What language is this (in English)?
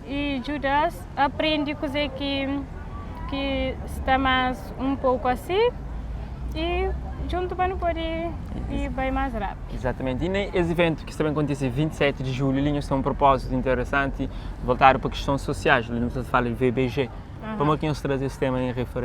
Kabuverdianu